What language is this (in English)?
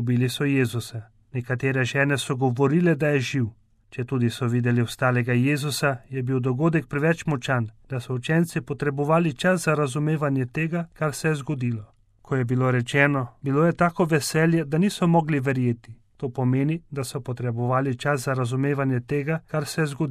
Slovenian